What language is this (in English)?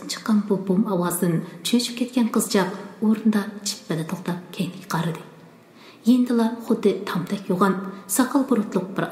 Uyghur